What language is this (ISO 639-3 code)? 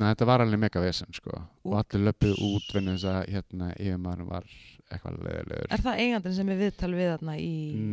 isl